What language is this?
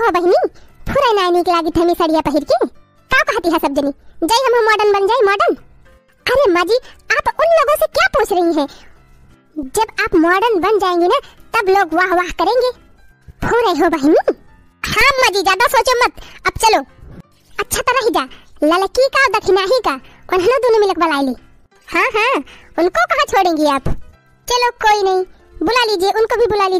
Awadhi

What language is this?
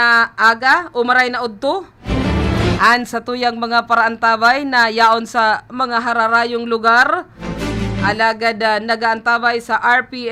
Bikol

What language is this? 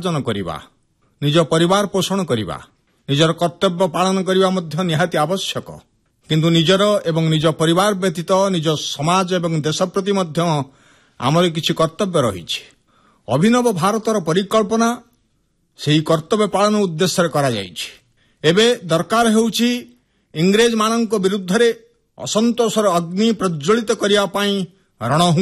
Odia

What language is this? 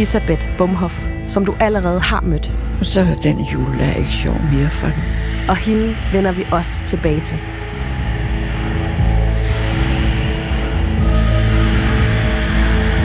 Danish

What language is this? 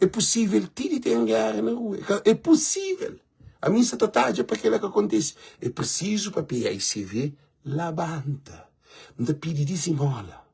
Kabuverdianu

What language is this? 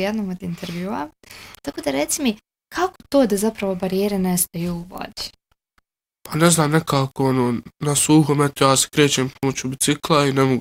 Bosnian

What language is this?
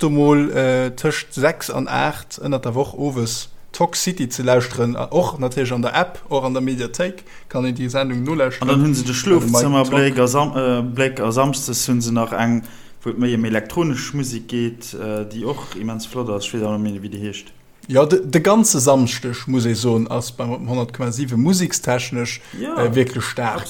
Luxembourgish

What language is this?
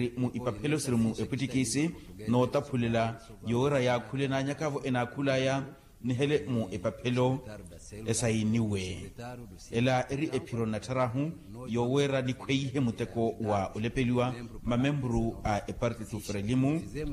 Makhuwa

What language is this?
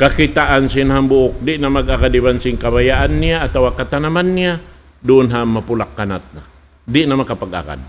Tausug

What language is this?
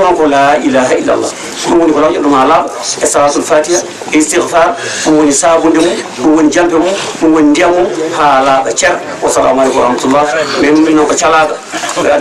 Fula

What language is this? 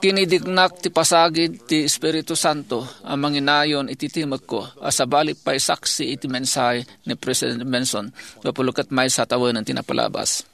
Iloko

